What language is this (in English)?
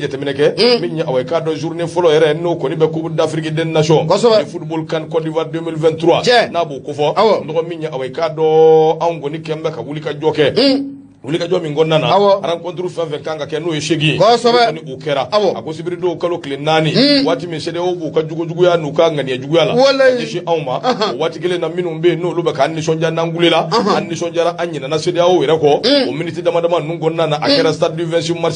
Bambara